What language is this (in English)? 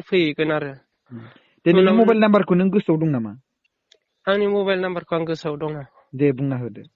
Bodo